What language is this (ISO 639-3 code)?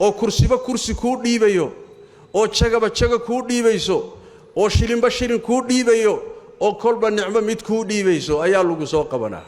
som